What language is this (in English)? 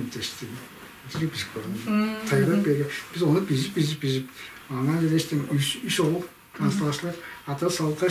Tuvinian